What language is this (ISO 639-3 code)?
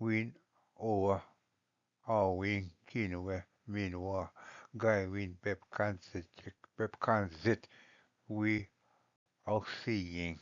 oji